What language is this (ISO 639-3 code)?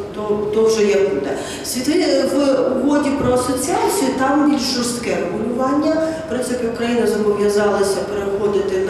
ukr